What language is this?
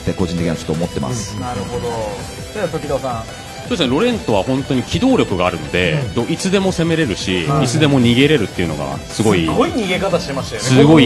Japanese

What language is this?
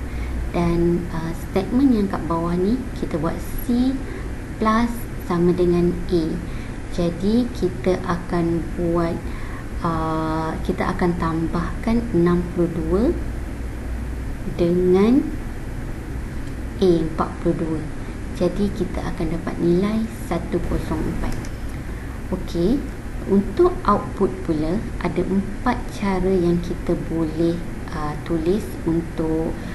Malay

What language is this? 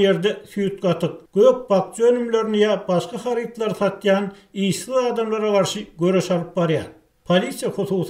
Turkmen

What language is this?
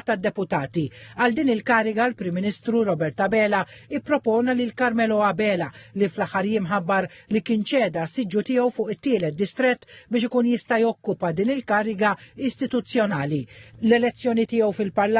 Maltese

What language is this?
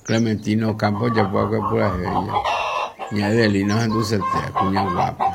Guarani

